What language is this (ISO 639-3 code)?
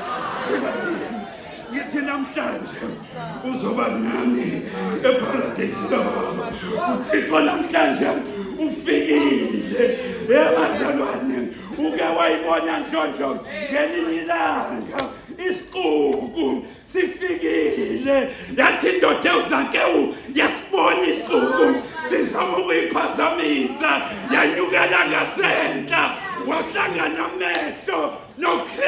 zul